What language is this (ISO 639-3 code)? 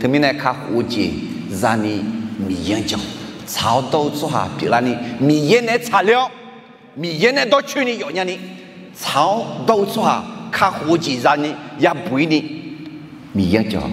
ahk